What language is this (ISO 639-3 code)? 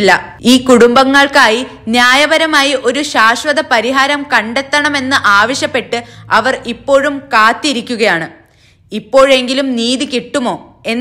mal